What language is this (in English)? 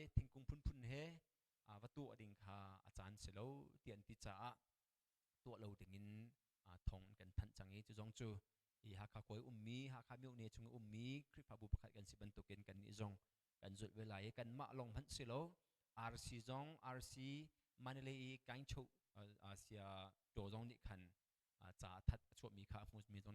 Hakha Chin